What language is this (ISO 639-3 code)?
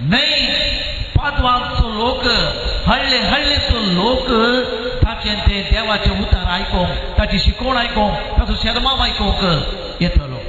kok